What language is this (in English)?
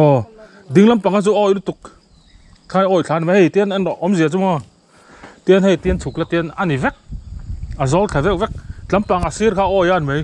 Mizo